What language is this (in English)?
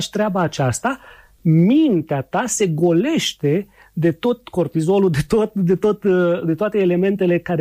Romanian